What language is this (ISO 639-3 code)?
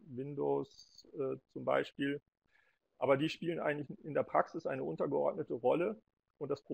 deu